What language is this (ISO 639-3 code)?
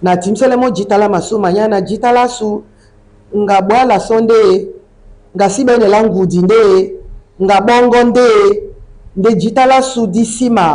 dua